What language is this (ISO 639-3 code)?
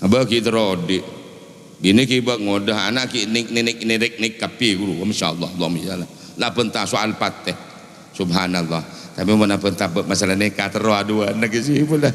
mad